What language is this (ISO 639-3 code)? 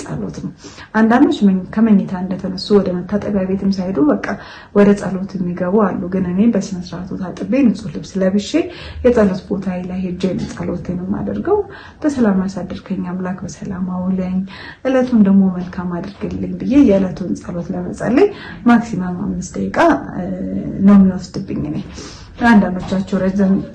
amh